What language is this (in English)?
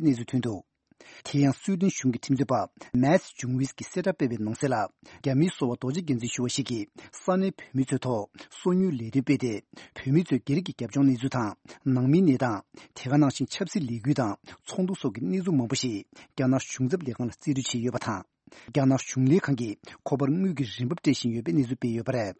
Tibetan